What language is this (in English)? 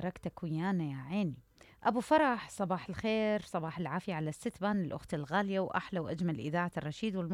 Mesopotamian Arabic